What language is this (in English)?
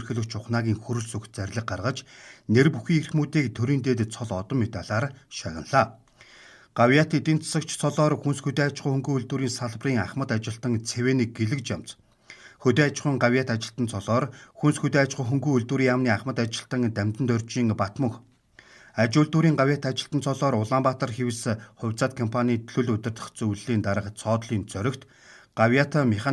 Mongolian